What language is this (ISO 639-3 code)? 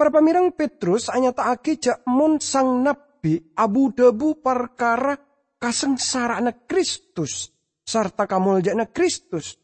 mad